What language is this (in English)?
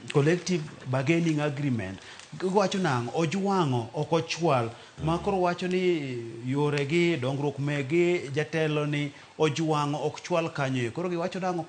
Luo (Kenya and Tanzania)